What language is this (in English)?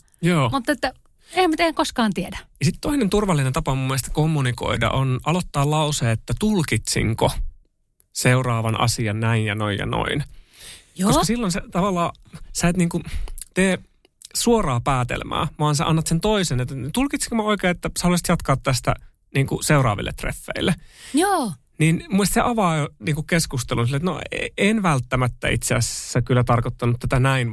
Finnish